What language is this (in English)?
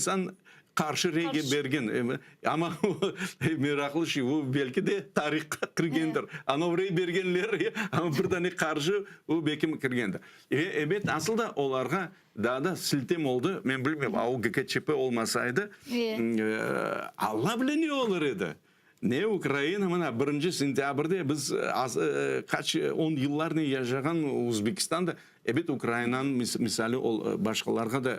Crimean Tatar